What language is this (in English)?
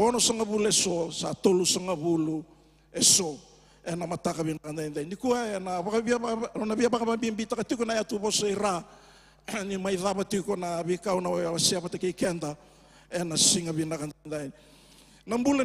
Fijian